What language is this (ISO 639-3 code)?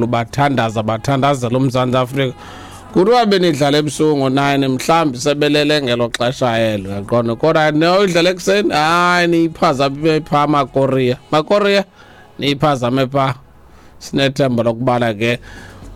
xho